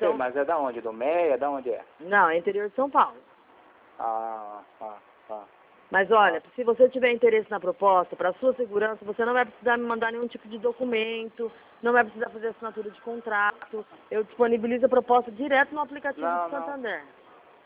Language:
Portuguese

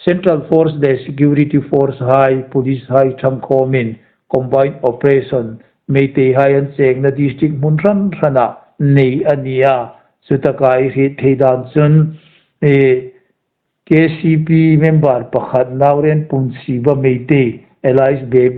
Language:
Hmar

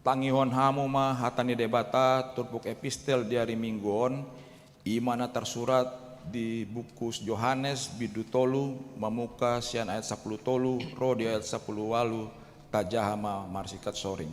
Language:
Batak Toba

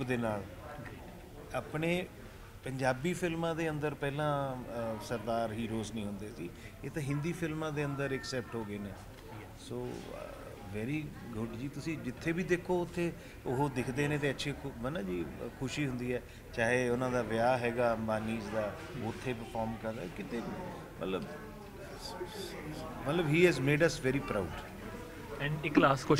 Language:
Punjabi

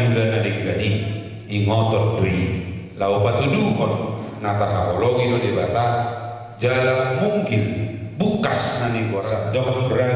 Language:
Batak Toba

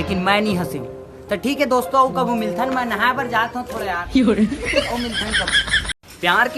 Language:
Chhattisgarhi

